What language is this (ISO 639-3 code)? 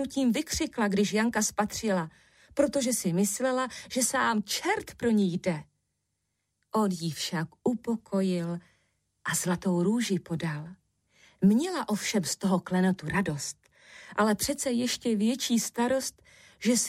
ces